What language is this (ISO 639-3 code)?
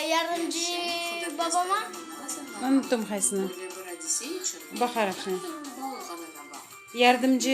crh